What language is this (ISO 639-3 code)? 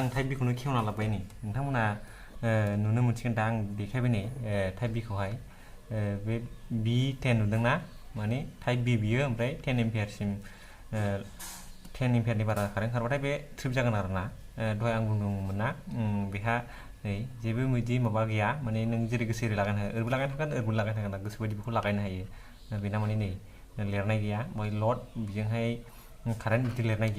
brx